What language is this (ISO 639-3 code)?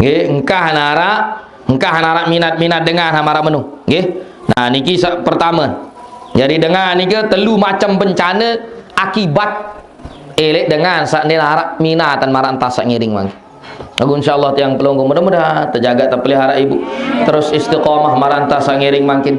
sas